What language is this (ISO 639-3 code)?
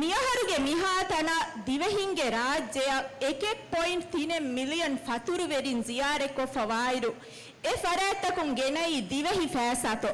div